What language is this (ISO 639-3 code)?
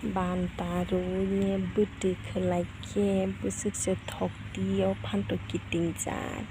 trp